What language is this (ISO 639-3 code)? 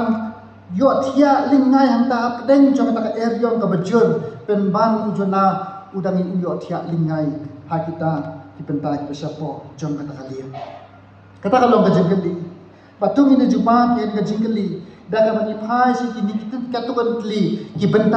kha